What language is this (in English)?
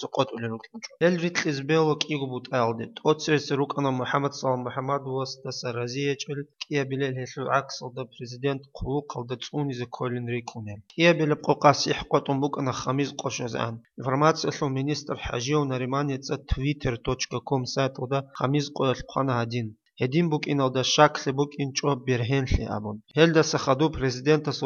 Avaric